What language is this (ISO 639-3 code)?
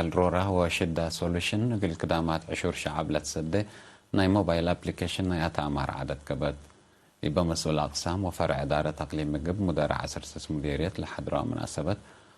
tig